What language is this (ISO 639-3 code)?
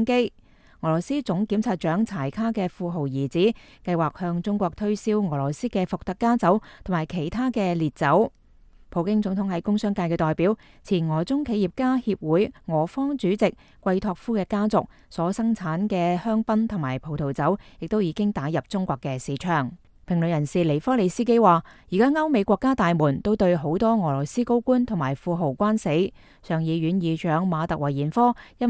yue